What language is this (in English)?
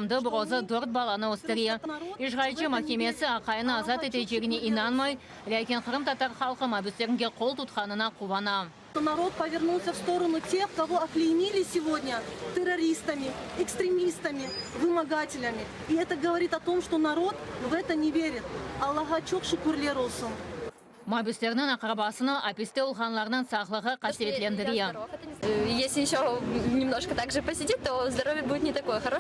Crimean Tatar